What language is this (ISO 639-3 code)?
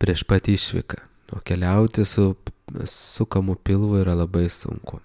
lit